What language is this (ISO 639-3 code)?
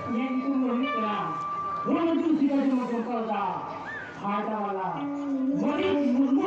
sat